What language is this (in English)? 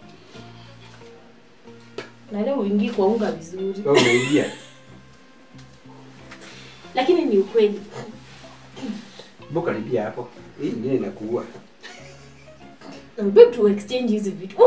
Swahili